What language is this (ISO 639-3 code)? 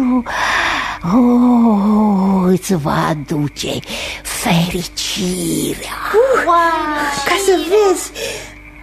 ron